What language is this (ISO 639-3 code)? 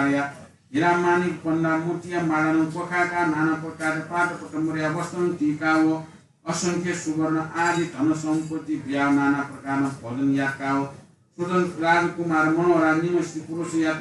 new